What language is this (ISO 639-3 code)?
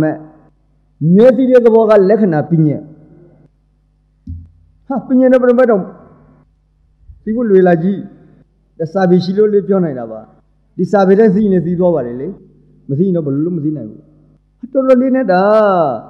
mya